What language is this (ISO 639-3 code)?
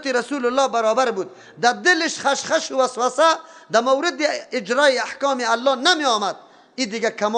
fas